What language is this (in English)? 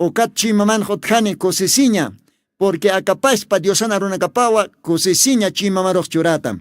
Aymara